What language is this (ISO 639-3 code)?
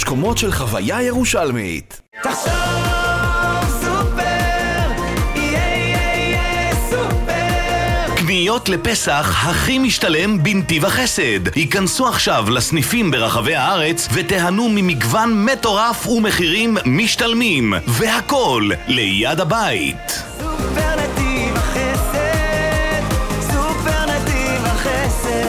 heb